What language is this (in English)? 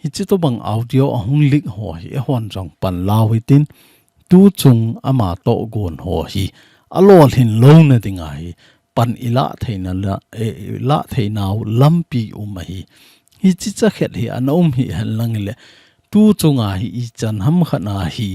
Thado Chin